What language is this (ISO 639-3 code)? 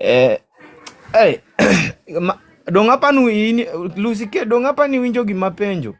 luo